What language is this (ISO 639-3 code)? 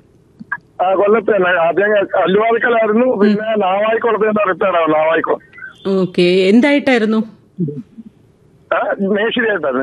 mal